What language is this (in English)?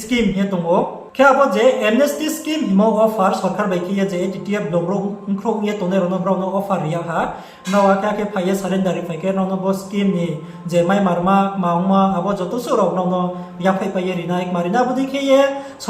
Riang (India)